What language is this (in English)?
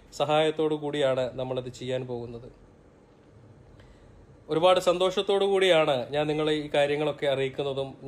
Malayalam